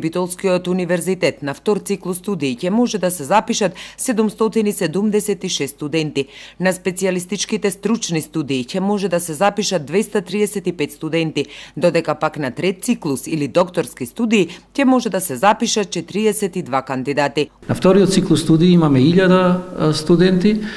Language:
Macedonian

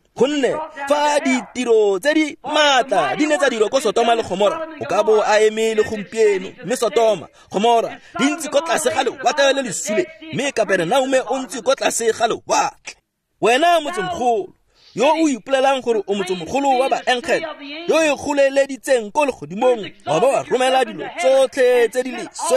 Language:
Tswana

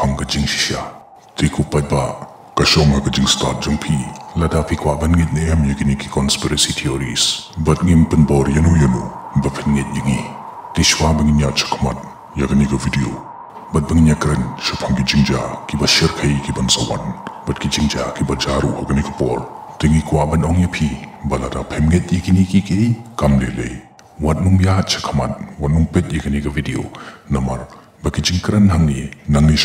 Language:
Khasi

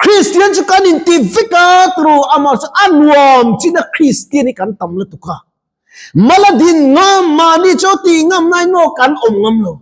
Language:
Mizo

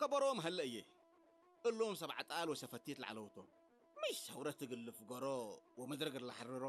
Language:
Tigrinya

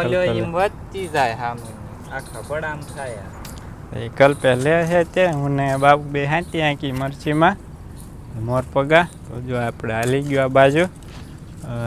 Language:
Gujarati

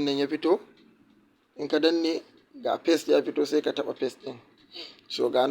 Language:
Hausa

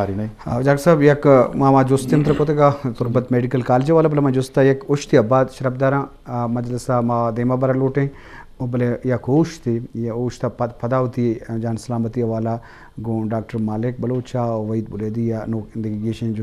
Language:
Eastern Balochi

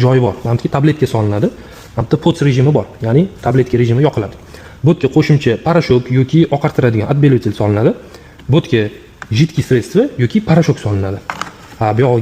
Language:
Uzbek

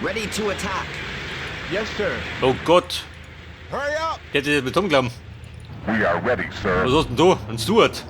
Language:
Bavarian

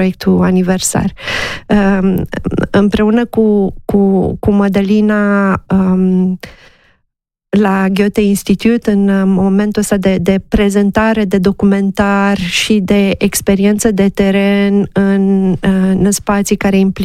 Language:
Romanian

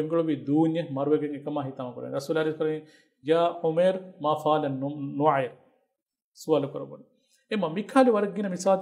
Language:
Divehi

